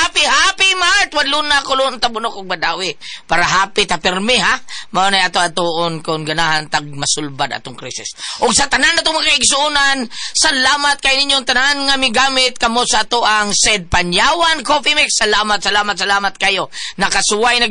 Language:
Cebuano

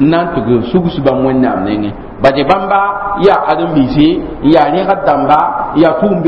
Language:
Mossi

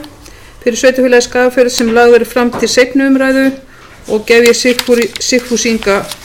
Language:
Icelandic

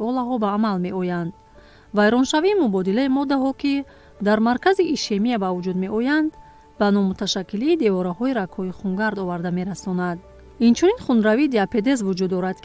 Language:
Tajik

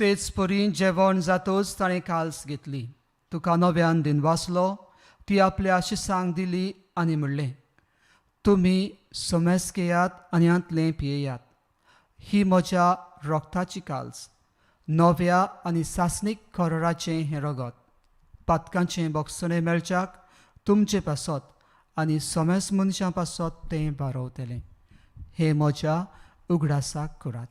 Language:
Konkani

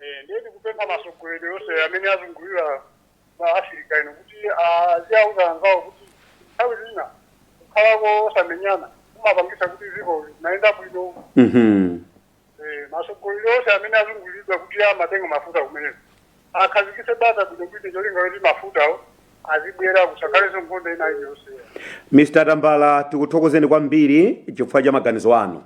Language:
Nyanja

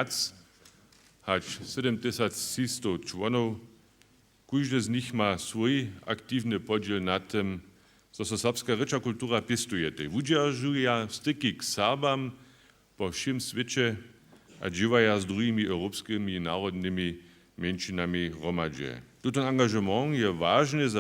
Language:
Upper Sorbian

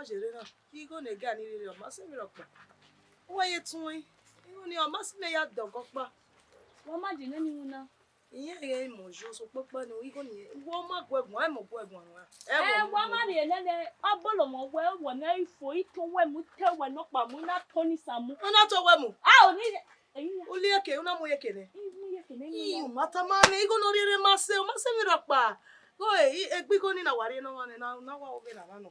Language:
Bini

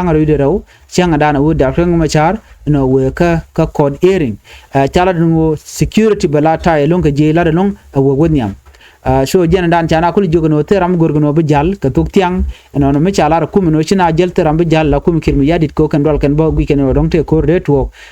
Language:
Nuer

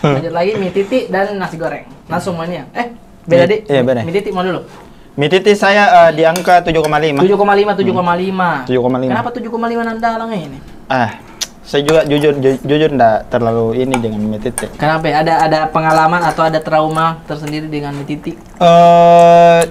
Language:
Makassar Malay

